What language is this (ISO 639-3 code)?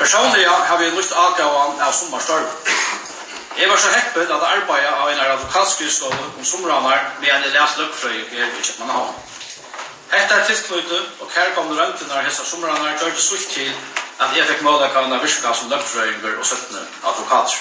fao